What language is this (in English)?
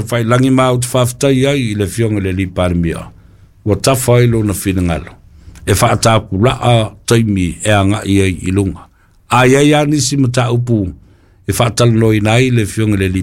Samoan